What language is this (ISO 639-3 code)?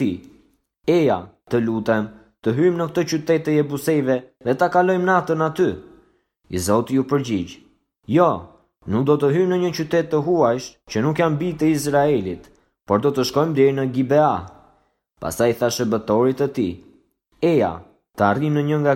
sqi